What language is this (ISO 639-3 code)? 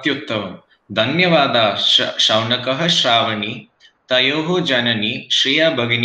san